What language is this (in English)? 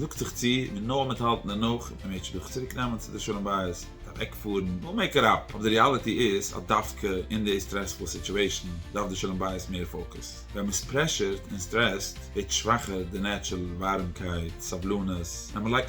Yiddish